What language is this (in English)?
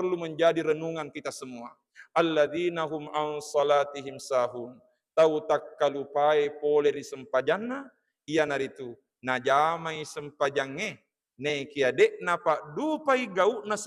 Buginese